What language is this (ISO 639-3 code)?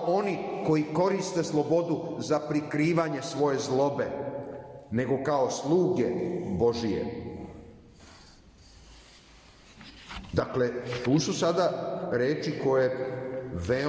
srp